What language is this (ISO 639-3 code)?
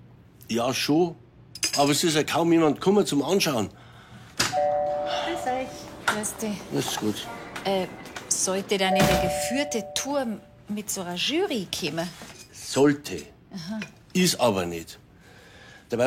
bar